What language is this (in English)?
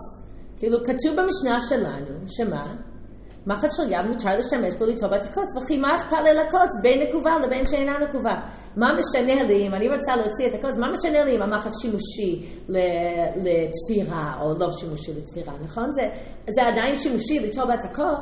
Hebrew